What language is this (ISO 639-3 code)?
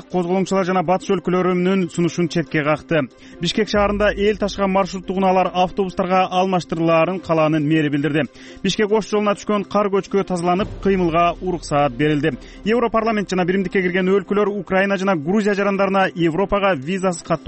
kir